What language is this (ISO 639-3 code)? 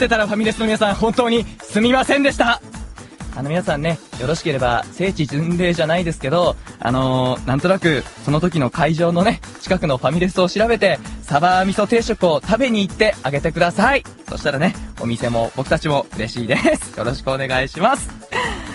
jpn